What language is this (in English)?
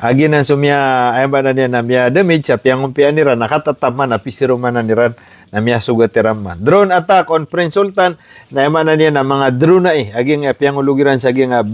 Maranao